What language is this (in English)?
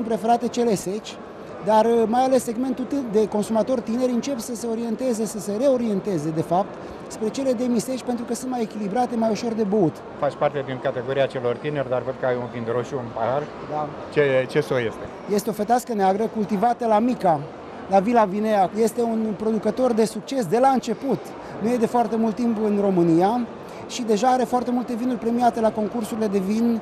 Romanian